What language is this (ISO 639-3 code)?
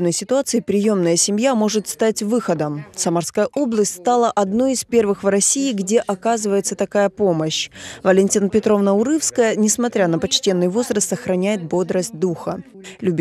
rus